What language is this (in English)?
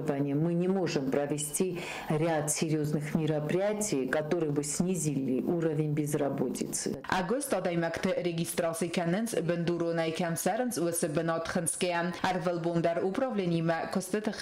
Ossetic